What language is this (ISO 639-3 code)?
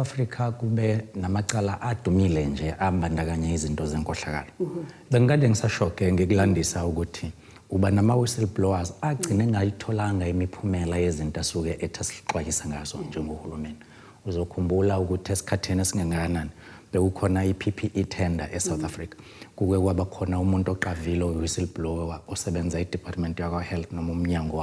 zul